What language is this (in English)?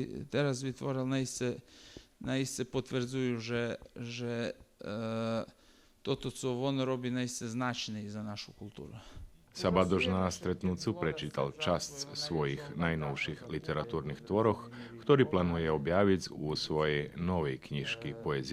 Rusyn